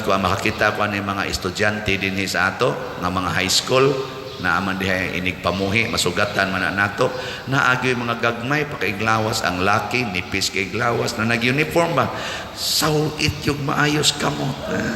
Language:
Cebuano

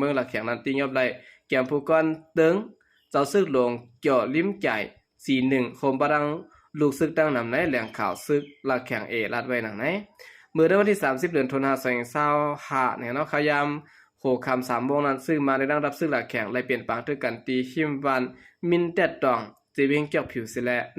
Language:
Shan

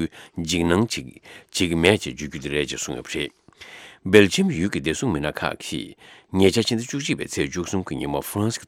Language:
Tibetan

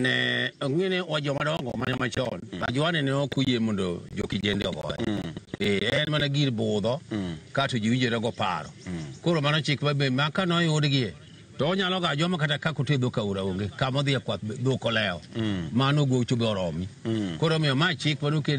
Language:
Luo (Kenya and Tanzania)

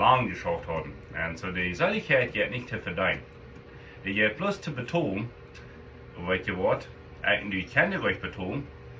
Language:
Plautdietsch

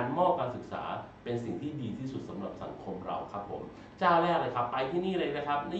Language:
Thai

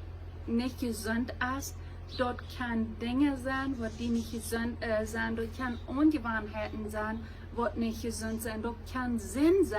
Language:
Plautdietsch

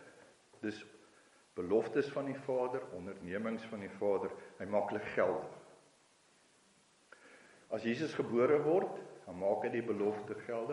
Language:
Afrikaans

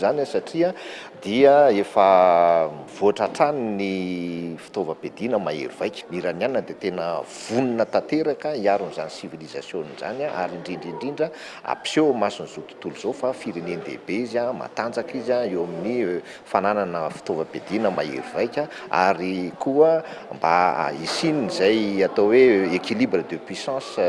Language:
Malagasy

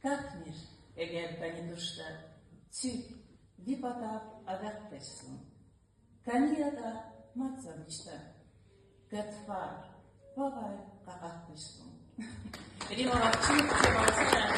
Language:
Lezghian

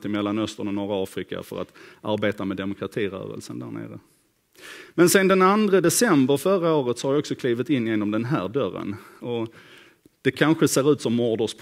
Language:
Swedish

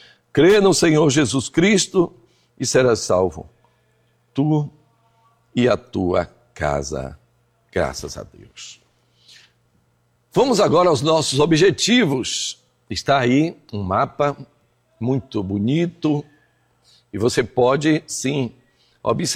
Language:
Portuguese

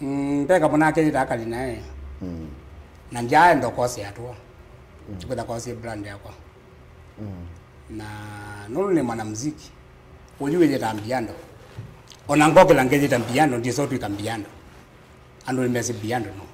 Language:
Kamba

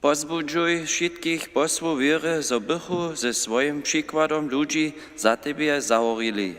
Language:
Upper Sorbian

